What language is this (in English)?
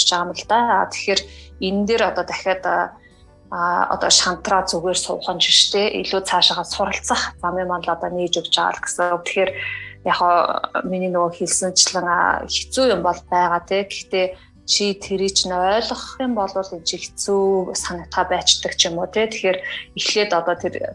Mongolian